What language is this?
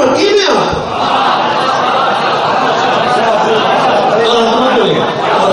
Urdu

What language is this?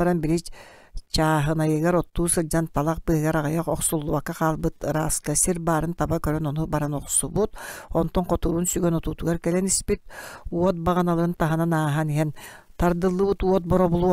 Yakut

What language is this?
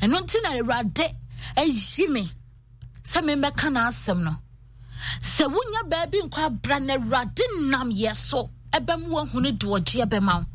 Akan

